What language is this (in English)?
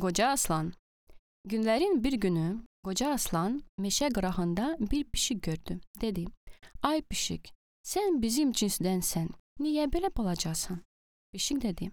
Azerbaijani